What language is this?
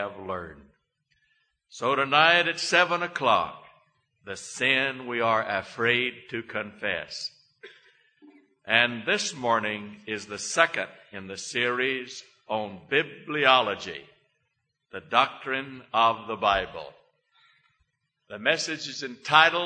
English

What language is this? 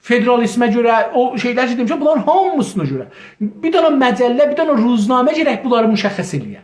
South Azerbaijani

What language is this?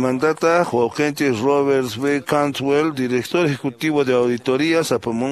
Quechua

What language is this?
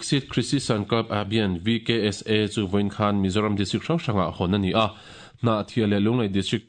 Mizo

